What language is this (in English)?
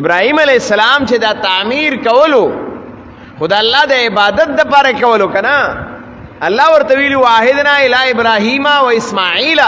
Pashto